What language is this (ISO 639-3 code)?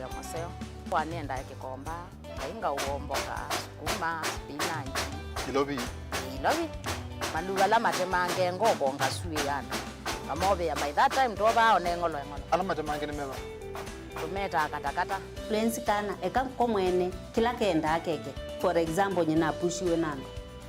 kam